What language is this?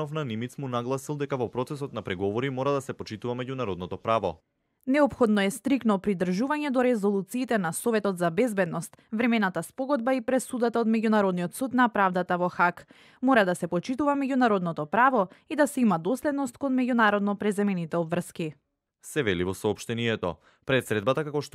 Macedonian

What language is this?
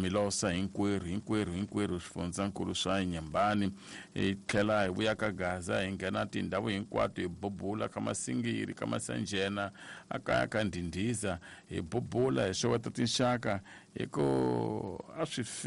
Tsonga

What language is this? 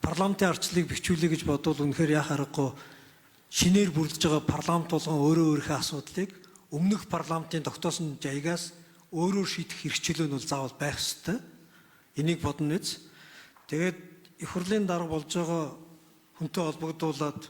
Mongolian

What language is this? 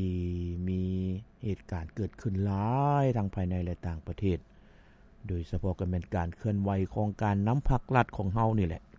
Lao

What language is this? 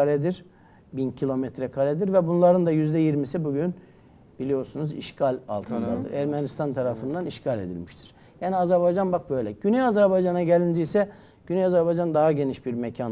Turkish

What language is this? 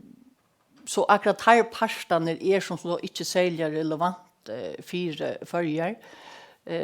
Faroese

